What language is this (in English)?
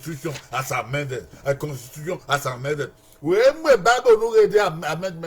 Bini